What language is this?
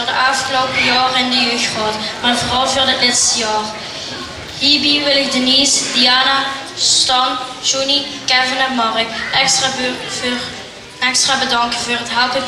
Limburgish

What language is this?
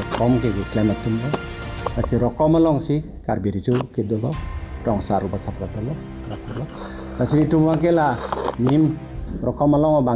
Karbi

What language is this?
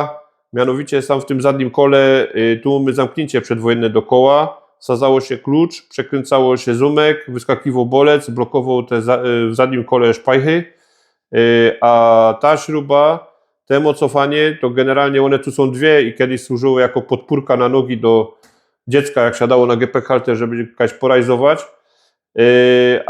Silesian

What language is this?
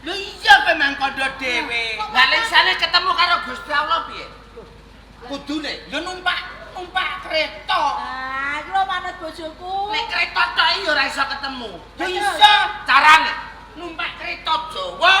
Javanese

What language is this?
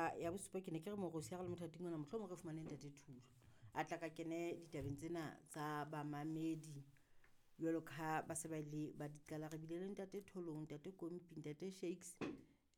Southern Sotho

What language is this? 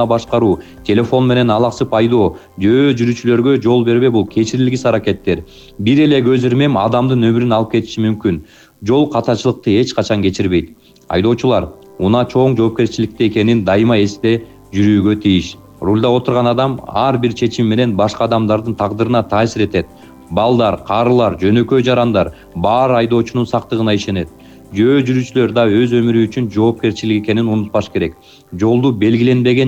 Kyrgyz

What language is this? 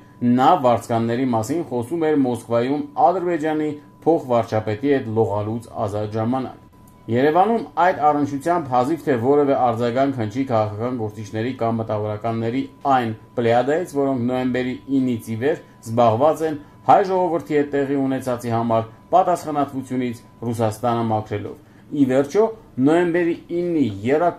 Armenian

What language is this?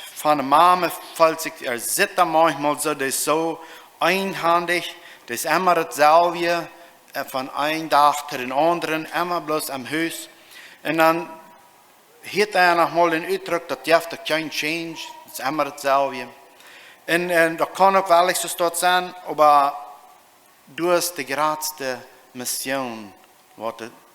Plautdietsch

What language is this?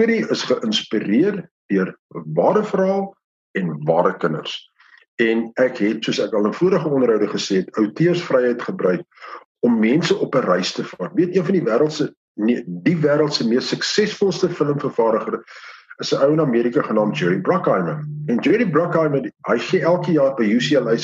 Afrikaans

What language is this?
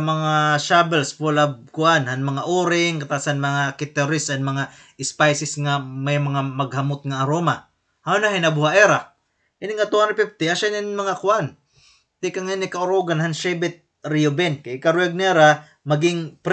Waray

